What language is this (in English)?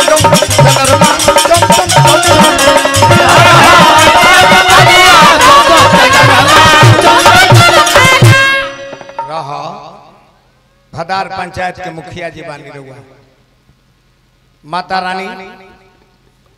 Bhojpuri